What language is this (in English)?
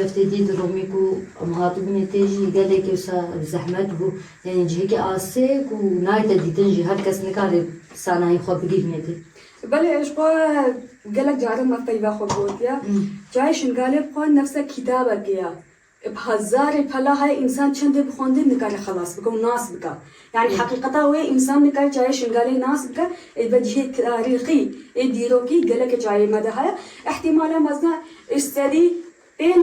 Kurdish